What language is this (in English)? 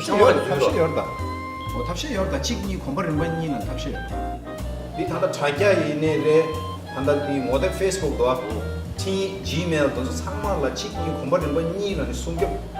Tibetan